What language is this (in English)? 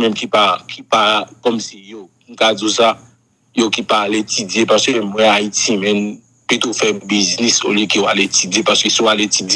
Haitian Creole